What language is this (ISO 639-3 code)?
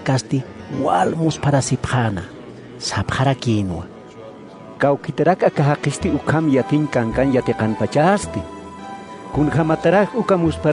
aym